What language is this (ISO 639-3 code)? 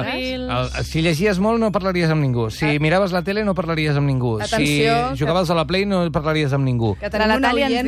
cat